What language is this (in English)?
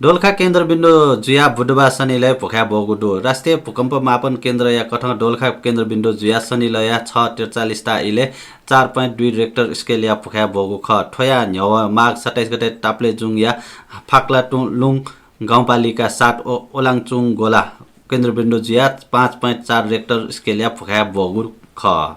Newari